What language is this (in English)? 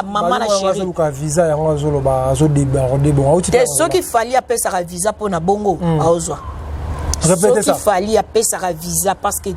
Lingala